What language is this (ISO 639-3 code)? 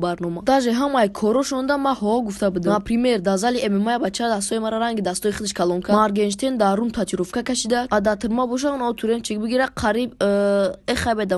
tgk